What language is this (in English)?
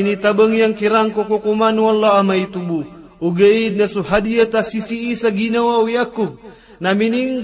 Maranao